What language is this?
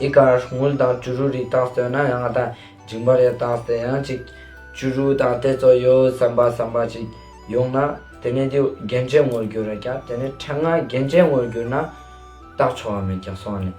Ladakhi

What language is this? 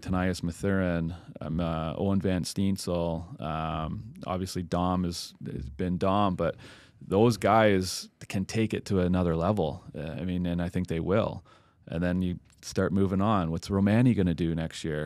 English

